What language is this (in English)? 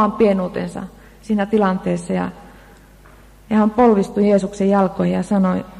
Finnish